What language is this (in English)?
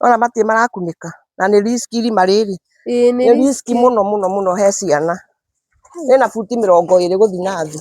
Kikuyu